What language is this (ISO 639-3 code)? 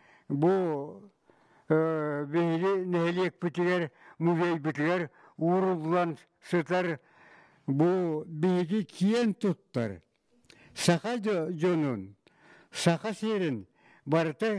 sah